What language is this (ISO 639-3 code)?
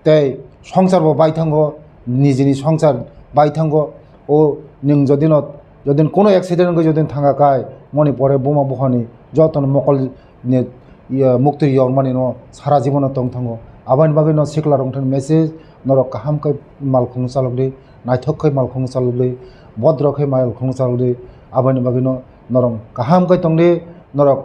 trp